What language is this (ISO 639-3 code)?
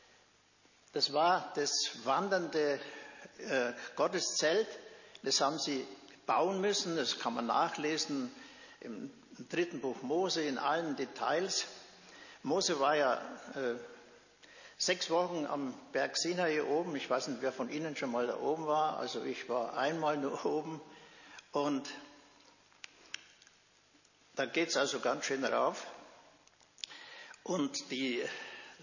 deu